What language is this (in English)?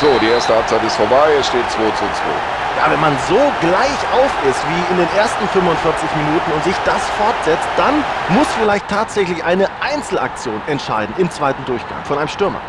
Bavarian